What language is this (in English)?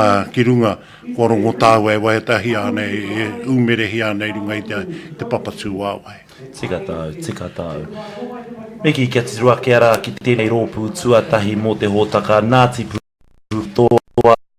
Māori